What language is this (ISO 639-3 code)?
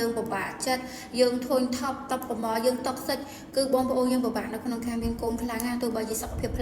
khm